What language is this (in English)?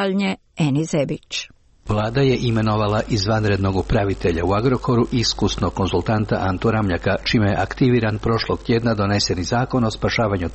Croatian